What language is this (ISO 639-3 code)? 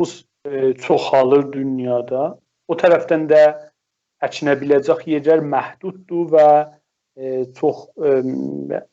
azb